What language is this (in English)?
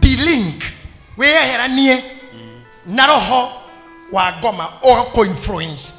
Kikuyu